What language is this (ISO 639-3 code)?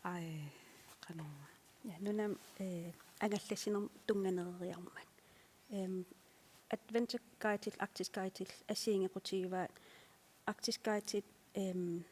kal